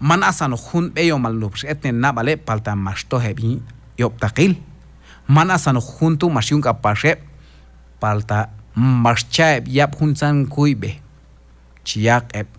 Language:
Q'anjob'al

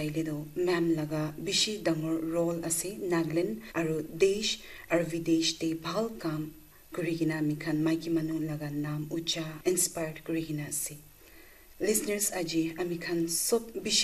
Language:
Naga Pidgin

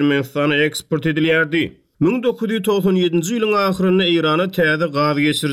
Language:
Turkmen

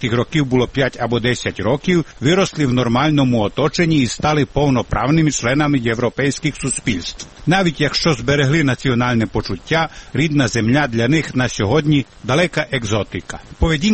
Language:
Ukrainian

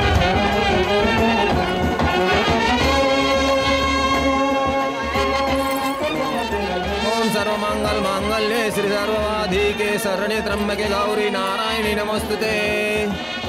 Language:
Gujarati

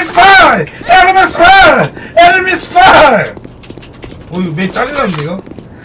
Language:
Korean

